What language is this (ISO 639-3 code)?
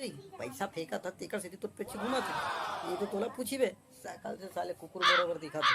hne